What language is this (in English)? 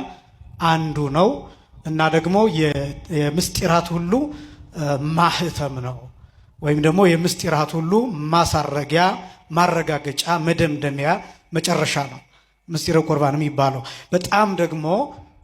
Amharic